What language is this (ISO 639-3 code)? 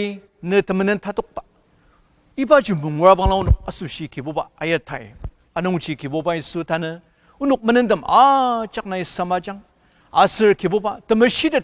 njo